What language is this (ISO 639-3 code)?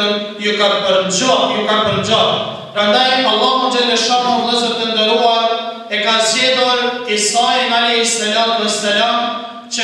sqi